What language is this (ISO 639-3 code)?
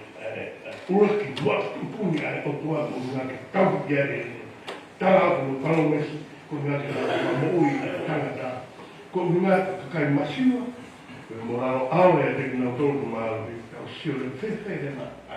ton